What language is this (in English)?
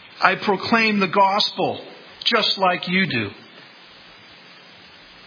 English